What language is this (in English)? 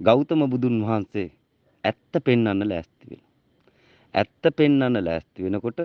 Sinhala